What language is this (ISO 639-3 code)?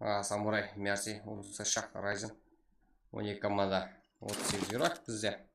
kaa